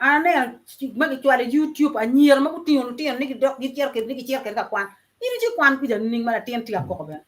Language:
Acoli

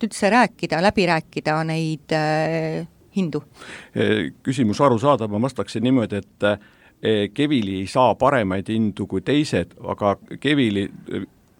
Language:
Estonian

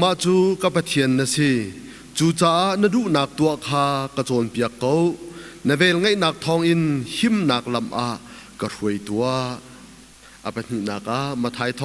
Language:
Hakha Chin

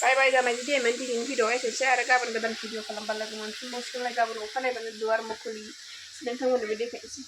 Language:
Bodo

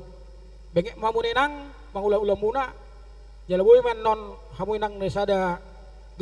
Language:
Batak Toba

